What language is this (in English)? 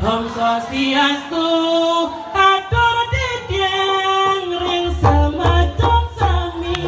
Balinese